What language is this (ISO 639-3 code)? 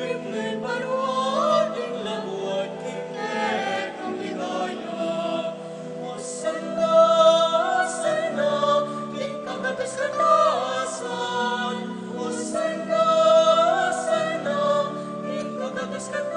pam